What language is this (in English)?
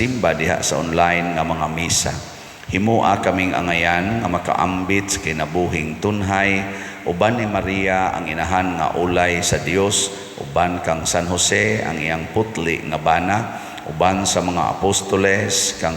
Cebuano